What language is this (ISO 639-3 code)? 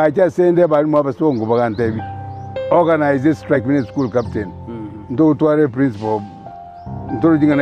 guz